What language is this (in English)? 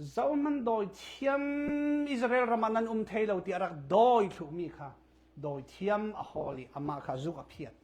Falam Chin